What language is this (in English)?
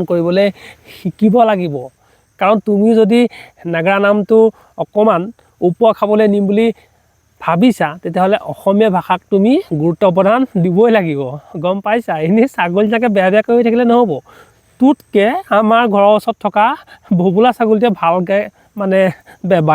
Assamese